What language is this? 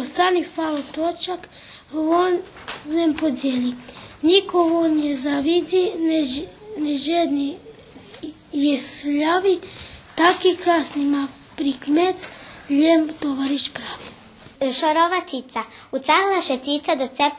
Rusyn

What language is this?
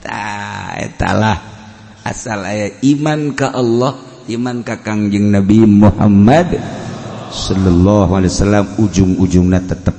Sundanese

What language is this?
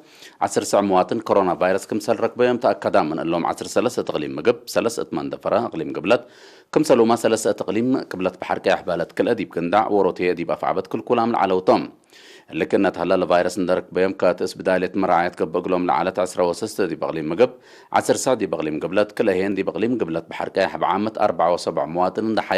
Tigre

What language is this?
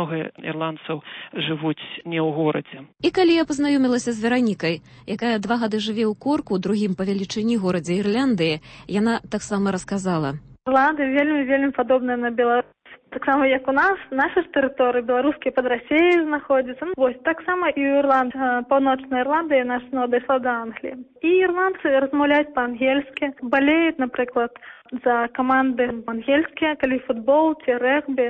Belarusian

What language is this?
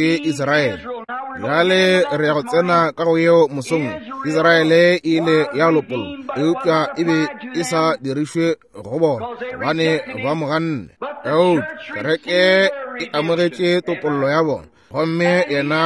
Northern Sotho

